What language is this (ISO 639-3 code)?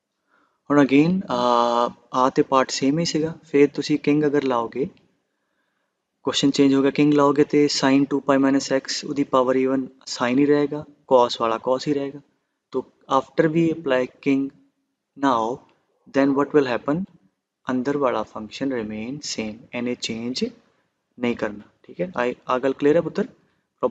pan